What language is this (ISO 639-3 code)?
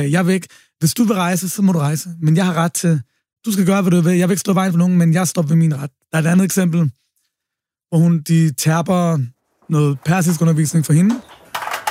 dan